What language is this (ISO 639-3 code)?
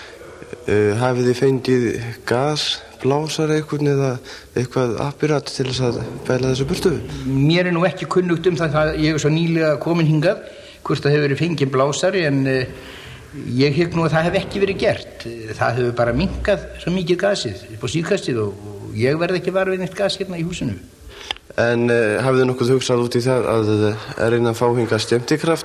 isl